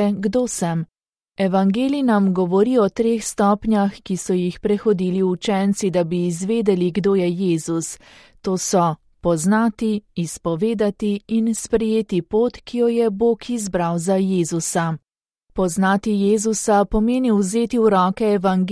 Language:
Slovenian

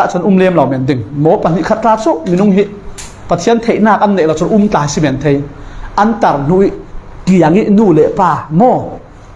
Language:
Falam Chin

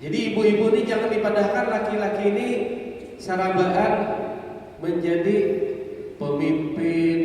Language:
Banjar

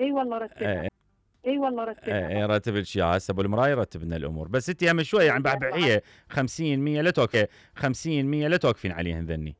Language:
Mesopotamian Arabic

